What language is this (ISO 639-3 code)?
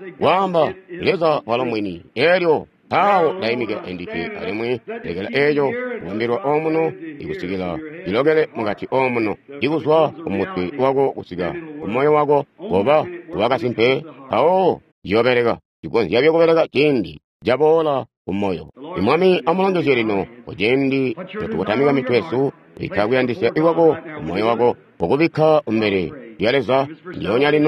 toi